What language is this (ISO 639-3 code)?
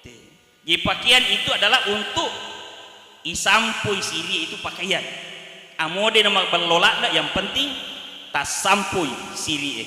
bug